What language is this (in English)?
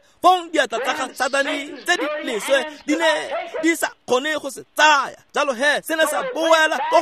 Tswana